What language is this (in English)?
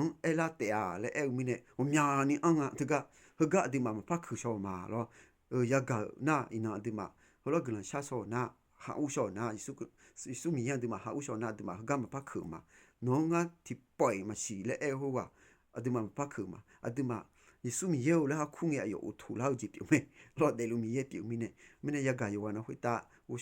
Akha